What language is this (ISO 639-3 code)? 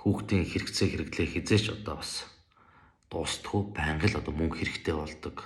mon